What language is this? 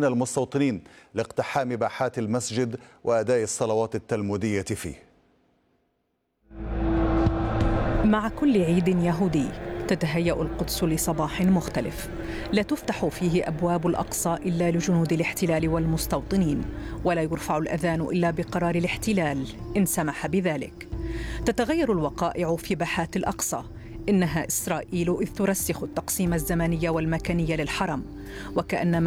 Arabic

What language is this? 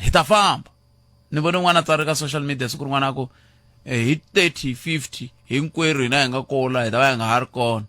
Tsonga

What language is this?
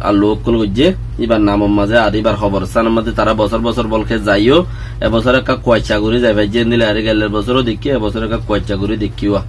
Rohingya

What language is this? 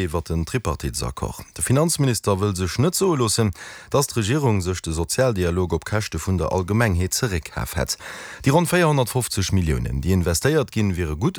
Luxembourgish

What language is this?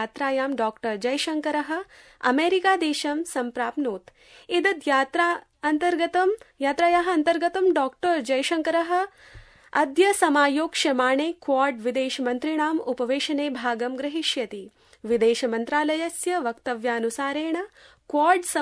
Sanskrit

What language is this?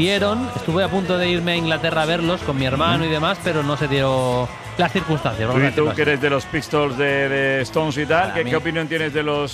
Spanish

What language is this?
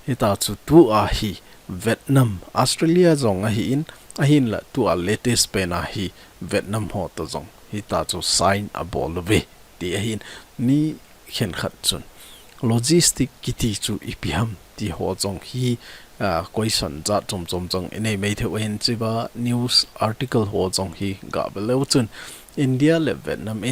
Thado Chin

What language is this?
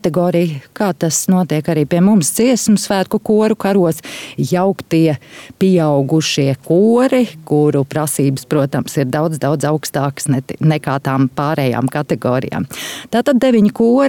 Latvian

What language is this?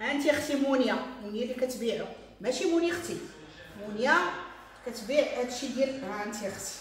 Moroccan Arabic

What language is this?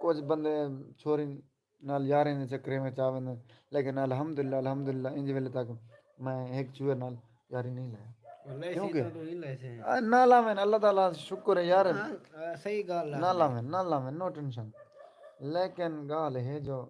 Saraiki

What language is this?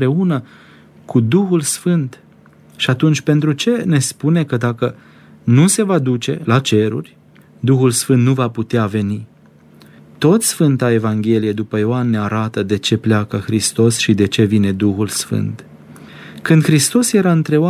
Romanian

